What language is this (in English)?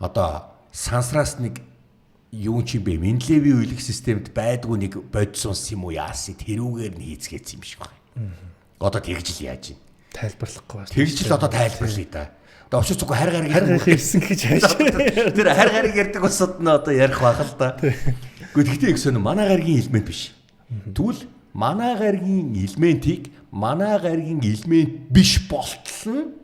Mongolian